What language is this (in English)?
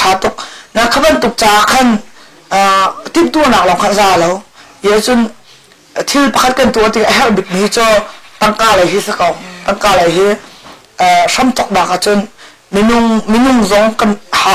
Hakha Chin